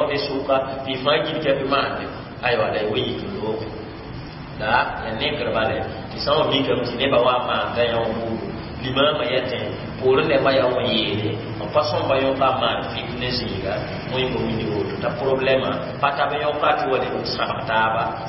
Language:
Mossi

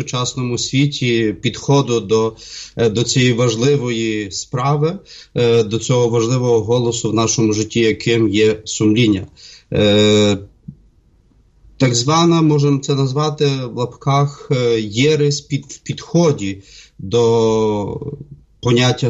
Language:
Ukrainian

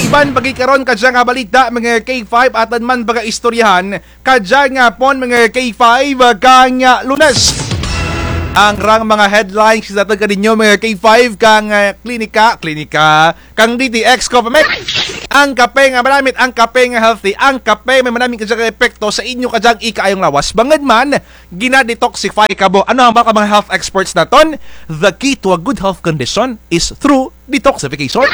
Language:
Kinaray-a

